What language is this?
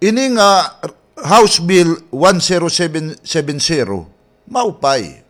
Waray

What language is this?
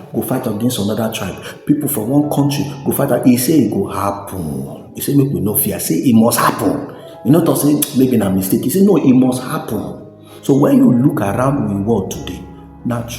Nigerian Pidgin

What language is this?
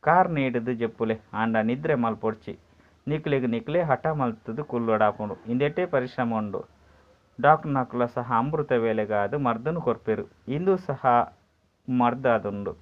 Tulu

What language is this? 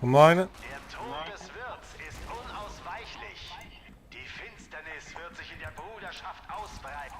Swiss German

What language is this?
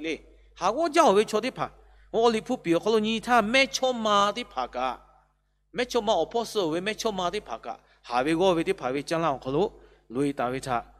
Lahu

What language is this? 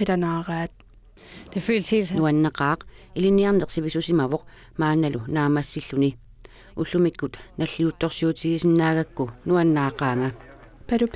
Kalaallisut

